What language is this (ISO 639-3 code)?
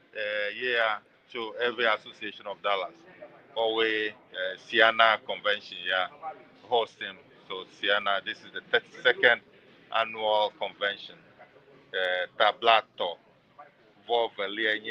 ewe